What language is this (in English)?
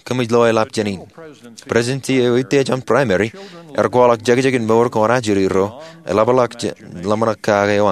Marshallese